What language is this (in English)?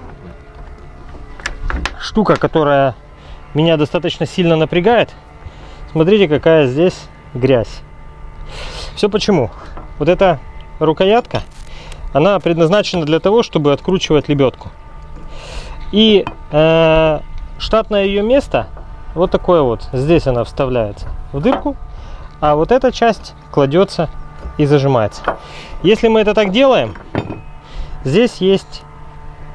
Russian